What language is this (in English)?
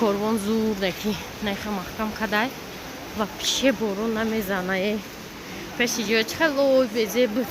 Tajik